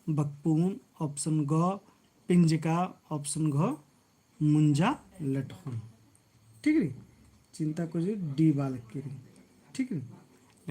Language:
Kurukh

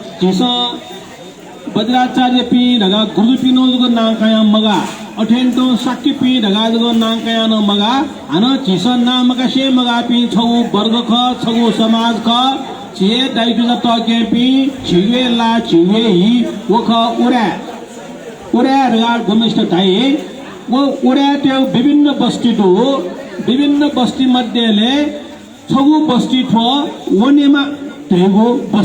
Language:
Newari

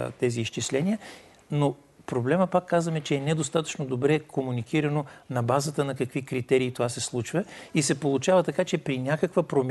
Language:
Bulgarian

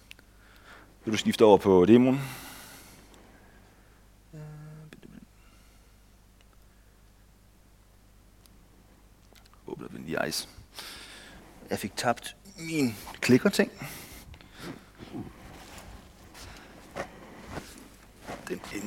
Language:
Danish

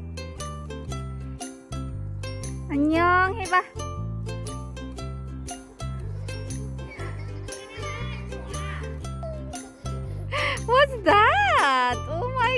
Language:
Korean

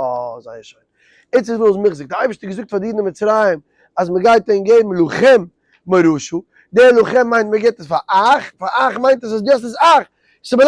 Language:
Yiddish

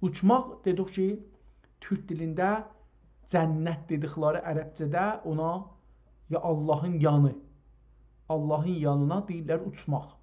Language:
South Azerbaijani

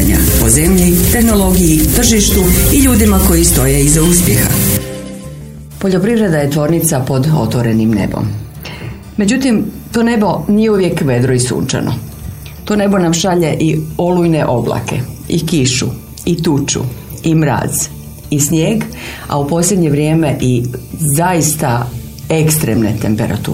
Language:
Croatian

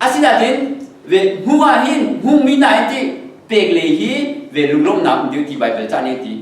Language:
Hakha Chin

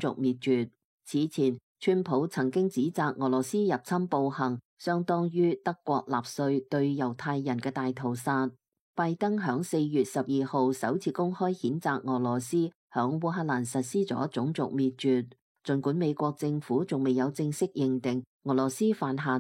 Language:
Cantonese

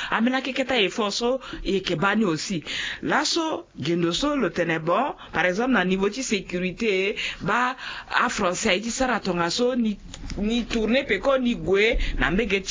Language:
Sango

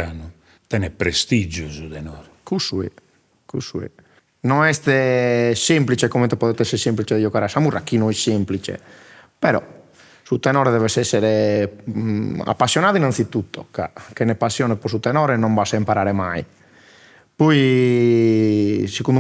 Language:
Sardinian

